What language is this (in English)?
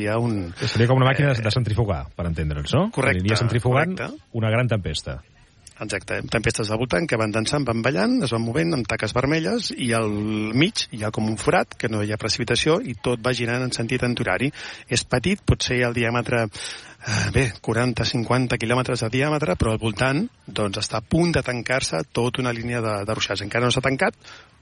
Catalan